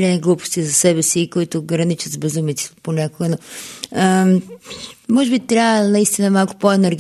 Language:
Bulgarian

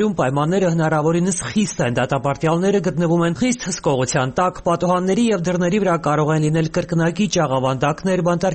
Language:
Armenian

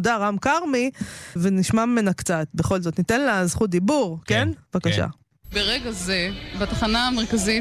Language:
Hebrew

